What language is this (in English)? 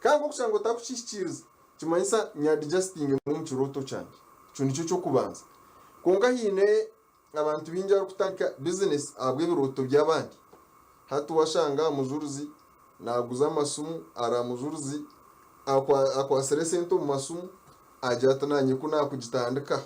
Nyankole